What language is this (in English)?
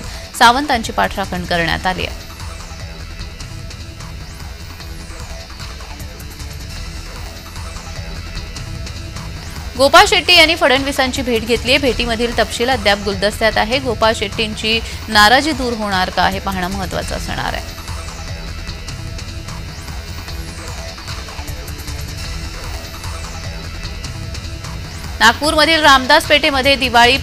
Marathi